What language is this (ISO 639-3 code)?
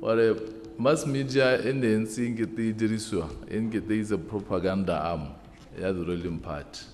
tsn